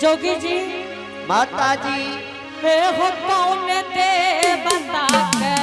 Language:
Angika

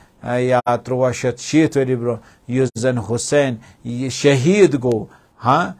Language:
Kashmiri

